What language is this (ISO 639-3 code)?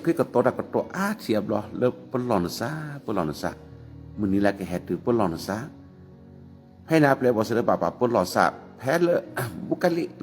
ksw